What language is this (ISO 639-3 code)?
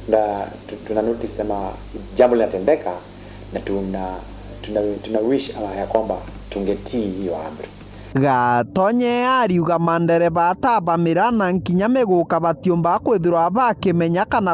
mer